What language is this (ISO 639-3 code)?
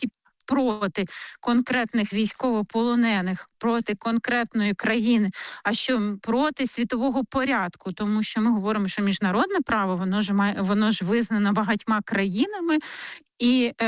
ukr